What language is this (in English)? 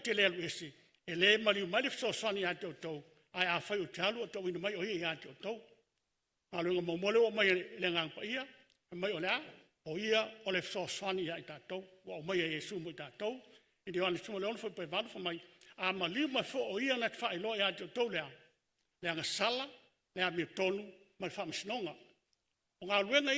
Samoan